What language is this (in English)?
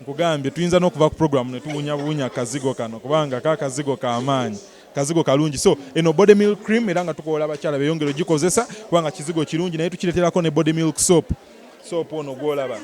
Ganda